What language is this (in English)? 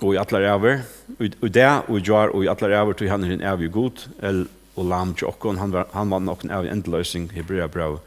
Faroese